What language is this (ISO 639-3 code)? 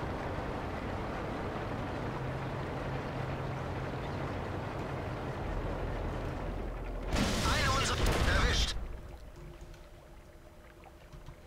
deu